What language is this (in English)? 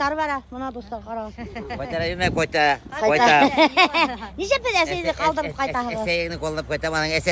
Bashkir